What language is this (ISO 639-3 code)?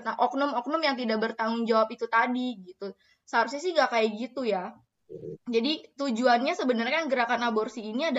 ind